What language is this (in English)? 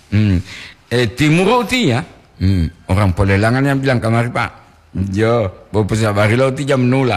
Gorontalo